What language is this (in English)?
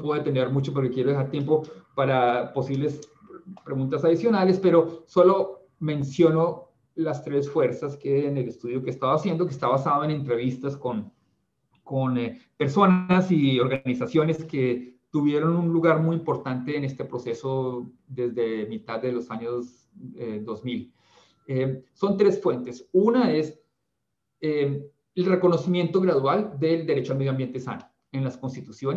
Spanish